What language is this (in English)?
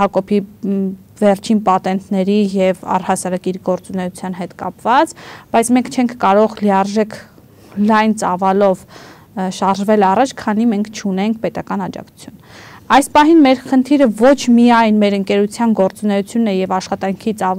Armenian